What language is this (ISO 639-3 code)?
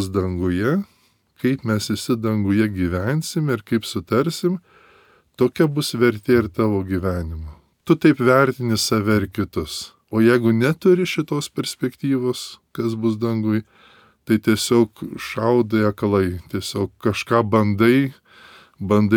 lit